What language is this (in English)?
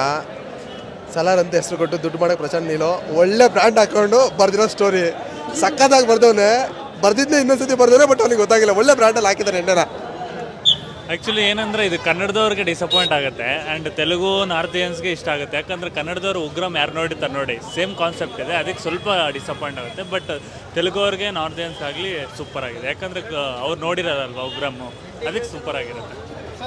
Kannada